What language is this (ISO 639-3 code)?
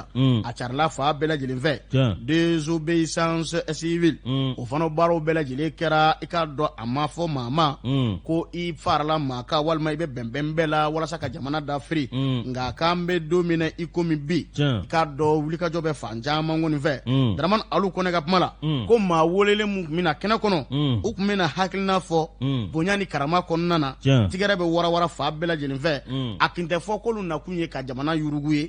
bam